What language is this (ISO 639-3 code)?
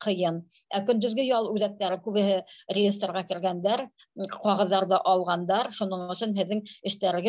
bak